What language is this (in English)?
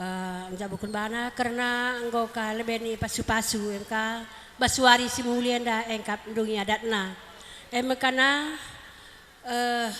Batak Karo